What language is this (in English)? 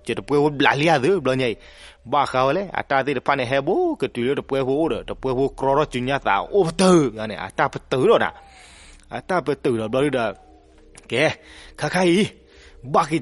S'gaw Karen